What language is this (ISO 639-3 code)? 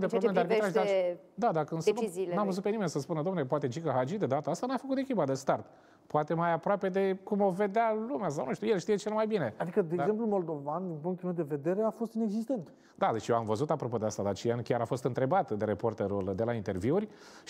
ron